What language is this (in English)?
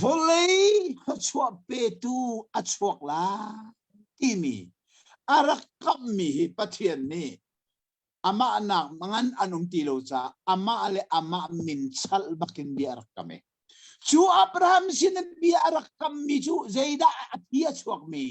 Hakha Chin